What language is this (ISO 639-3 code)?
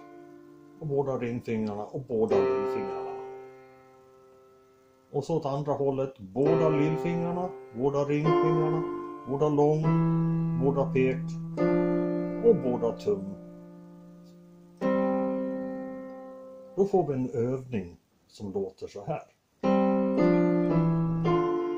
swe